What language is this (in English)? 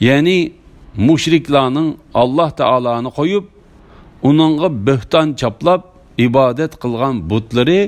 Uyghur